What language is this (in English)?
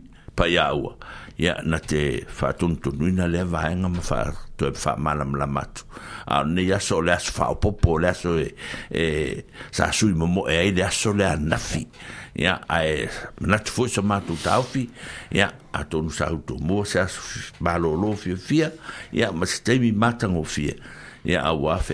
Samoan